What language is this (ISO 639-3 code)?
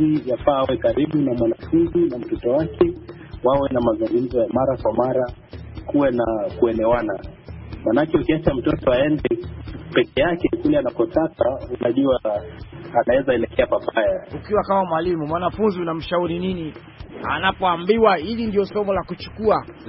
swa